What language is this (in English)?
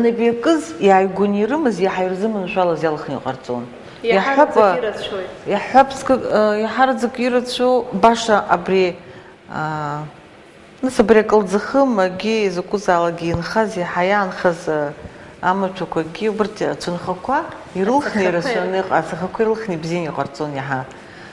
Abkhazian